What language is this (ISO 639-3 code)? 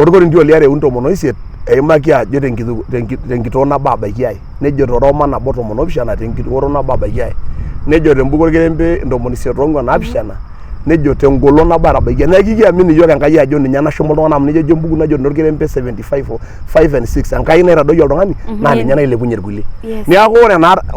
mas